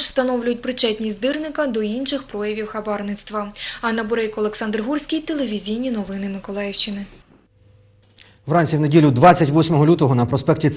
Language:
Ukrainian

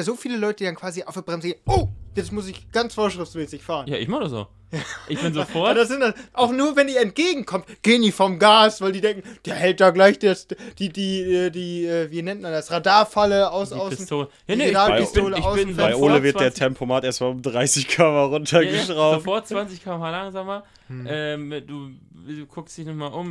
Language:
German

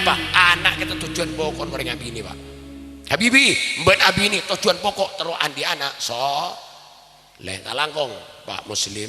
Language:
Madurese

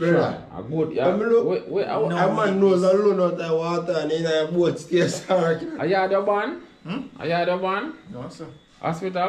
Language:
Jamaican Creole English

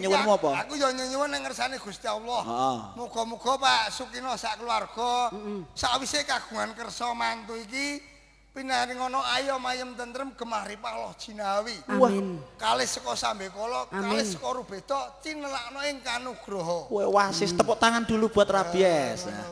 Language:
Javanese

